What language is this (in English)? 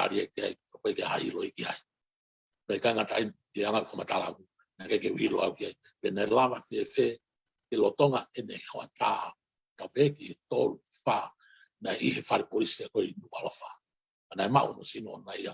Tongan